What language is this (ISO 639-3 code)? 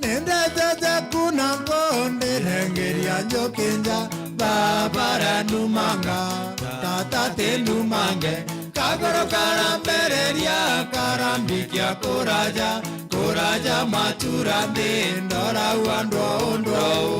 mer